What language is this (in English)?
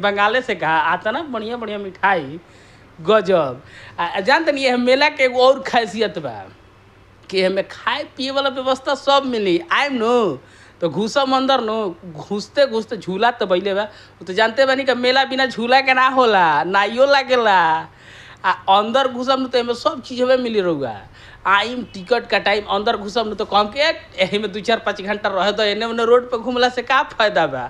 Bhojpuri